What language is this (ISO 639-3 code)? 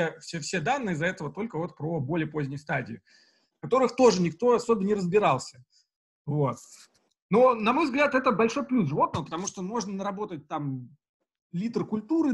rus